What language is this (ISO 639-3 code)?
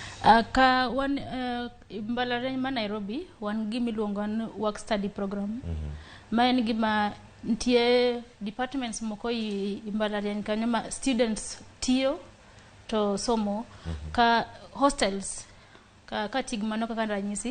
luo